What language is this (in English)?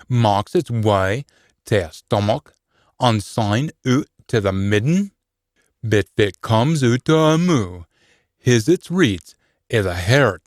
Scots